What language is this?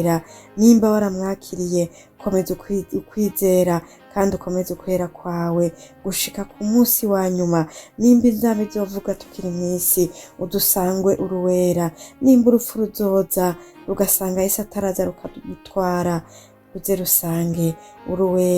Rundi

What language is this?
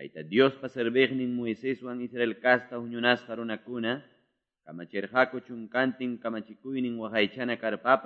Quechua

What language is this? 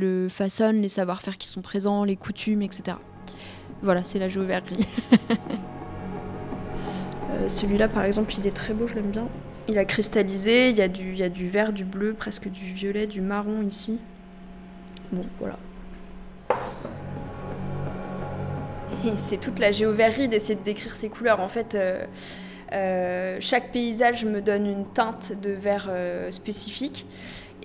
French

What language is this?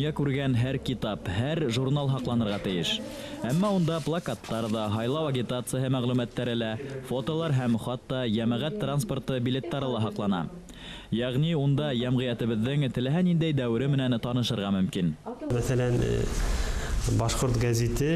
Bashkir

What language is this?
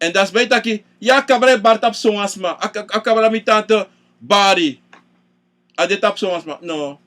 Sranan Tongo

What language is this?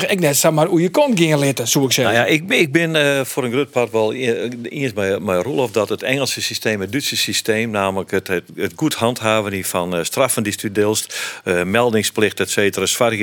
Western Frisian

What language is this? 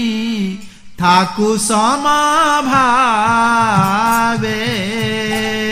Odia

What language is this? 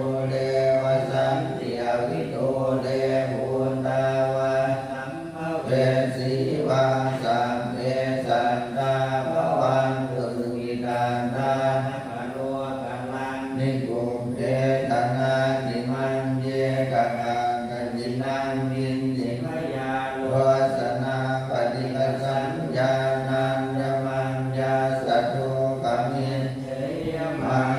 Pali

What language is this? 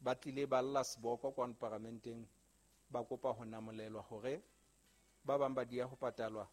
Southern Sotho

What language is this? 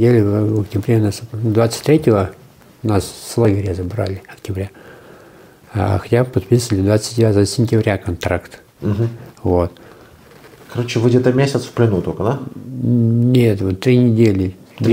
Russian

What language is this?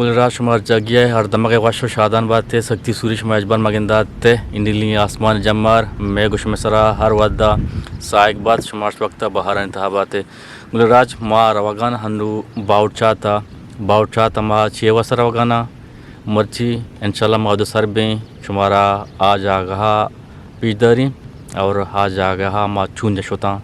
Eastern Balochi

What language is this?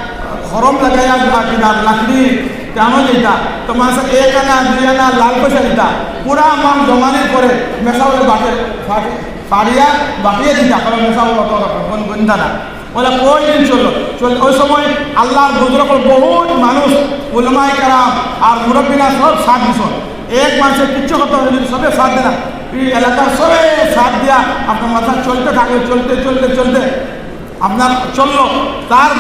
Sylheti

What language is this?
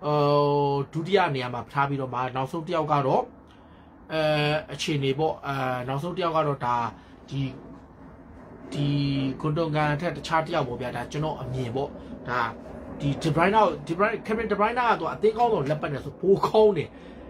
Burmese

